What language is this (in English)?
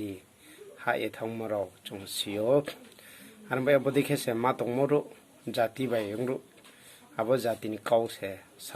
Riang (India)